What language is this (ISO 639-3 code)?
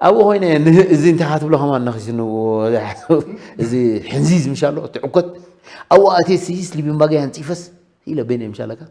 tir